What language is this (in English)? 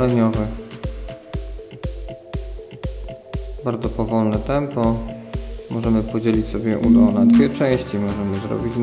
Polish